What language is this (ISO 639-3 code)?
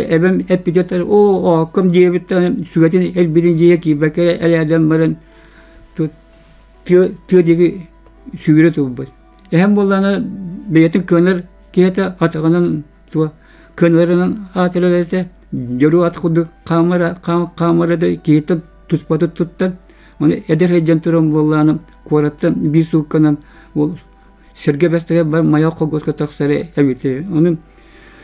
sah